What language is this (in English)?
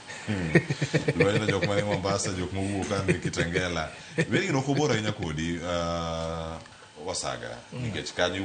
Luo (Kenya and Tanzania)